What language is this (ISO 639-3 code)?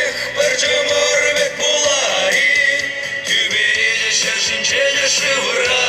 chv